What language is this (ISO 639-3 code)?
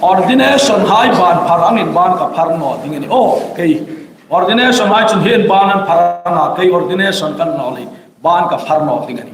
hmr